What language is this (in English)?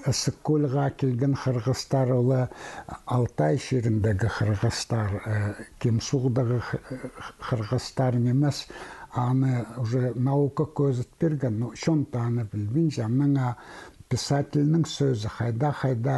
Khakas